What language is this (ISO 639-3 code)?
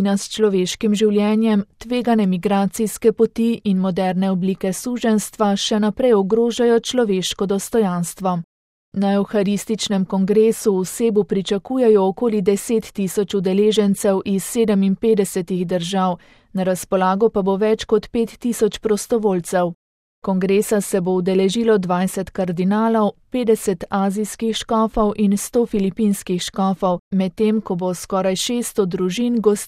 slv